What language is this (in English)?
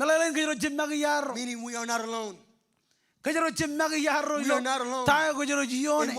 Marshallese